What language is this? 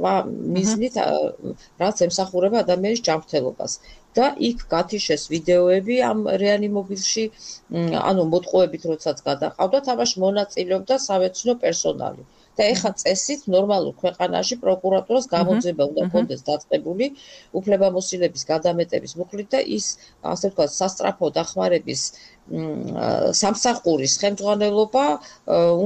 Georgian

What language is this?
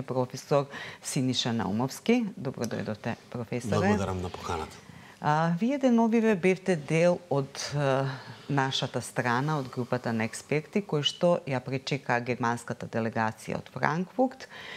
Macedonian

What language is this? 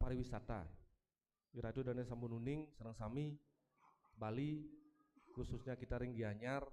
Balinese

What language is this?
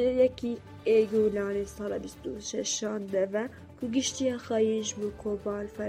Kurdish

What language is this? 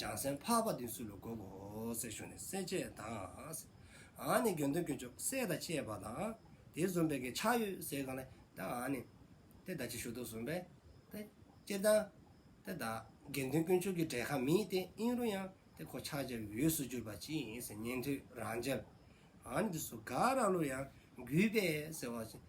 Dzongkha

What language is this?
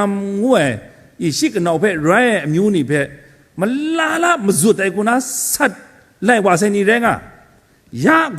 Kachin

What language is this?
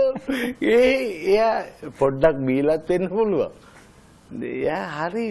Sinhala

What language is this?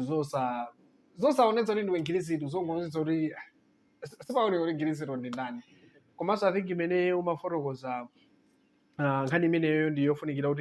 Nyanja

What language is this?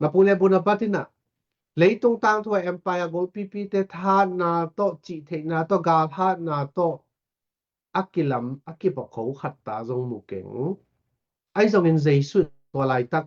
Tedim Chin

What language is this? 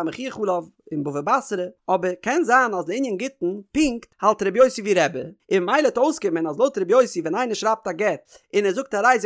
Yiddish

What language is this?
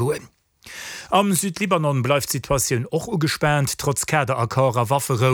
Luxembourgish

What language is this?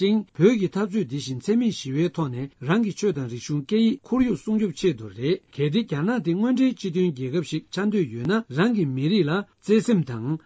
Tibetan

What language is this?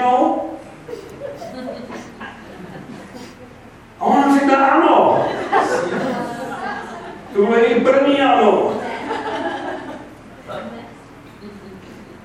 Czech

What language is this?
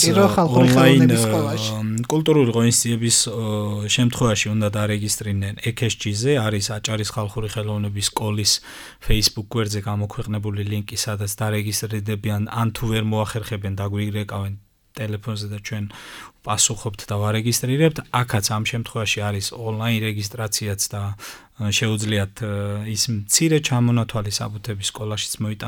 Georgian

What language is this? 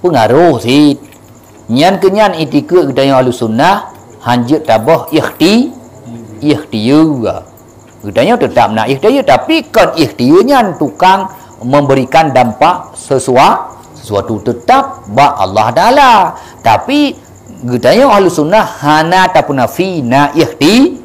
Achinese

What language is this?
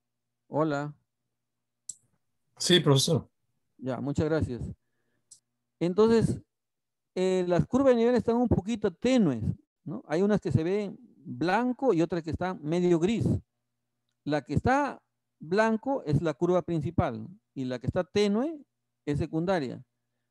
Spanish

